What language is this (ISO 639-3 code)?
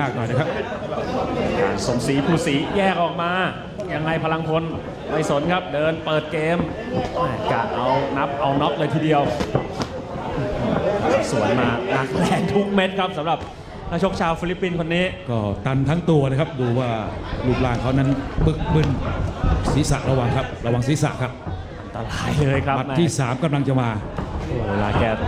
tha